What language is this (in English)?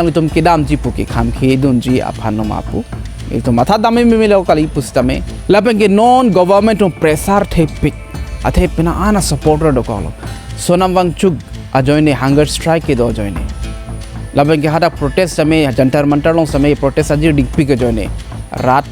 Karbi